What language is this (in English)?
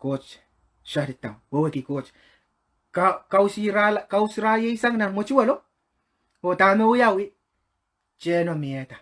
Pohnpeian